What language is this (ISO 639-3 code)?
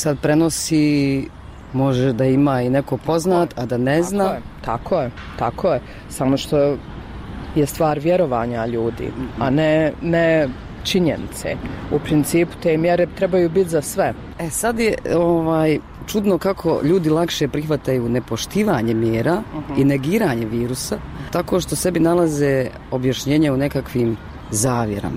bos